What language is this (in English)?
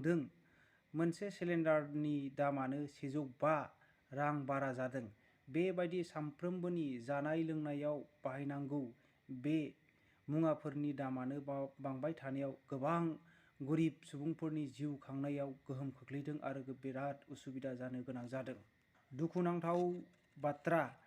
Bodo